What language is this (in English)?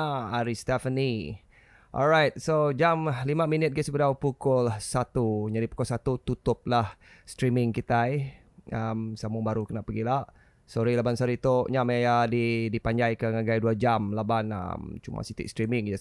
Iban